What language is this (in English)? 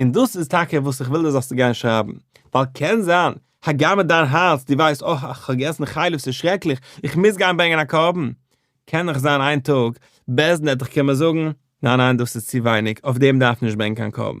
Yiddish